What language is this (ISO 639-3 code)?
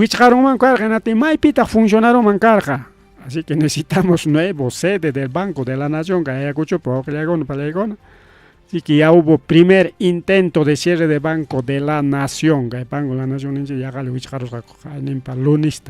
quy